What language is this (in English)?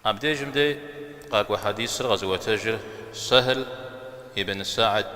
Kabardian